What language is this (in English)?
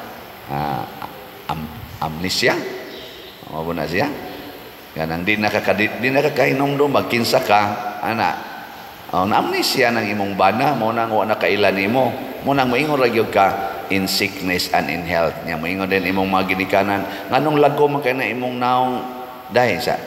Cebuano